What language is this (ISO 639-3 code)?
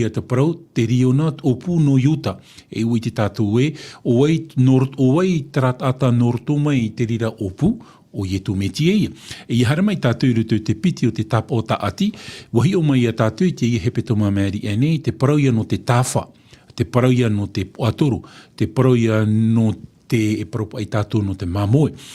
tah